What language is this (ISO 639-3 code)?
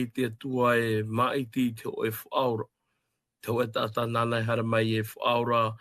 tah